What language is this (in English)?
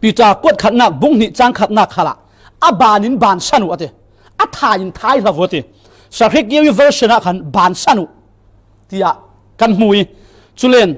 Falam Chin